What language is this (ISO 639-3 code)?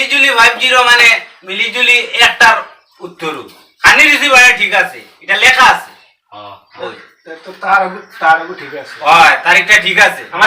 syl